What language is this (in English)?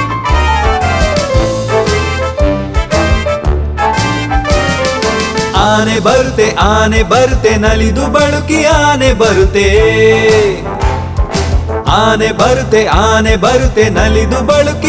Kannada